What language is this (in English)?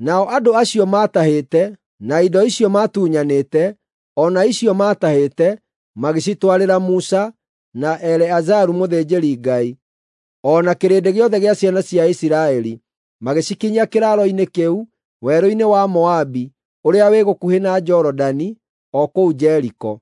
Kikuyu